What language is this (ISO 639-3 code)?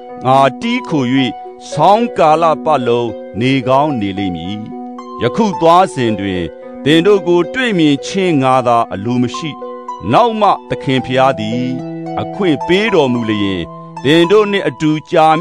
mya